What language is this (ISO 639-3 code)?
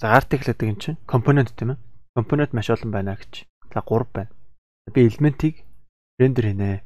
mon